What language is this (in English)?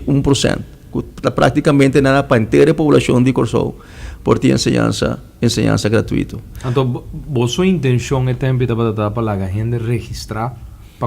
Papiamento